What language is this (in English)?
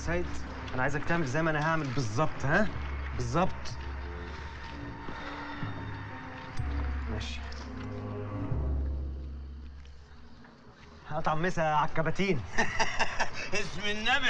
Egyptian Arabic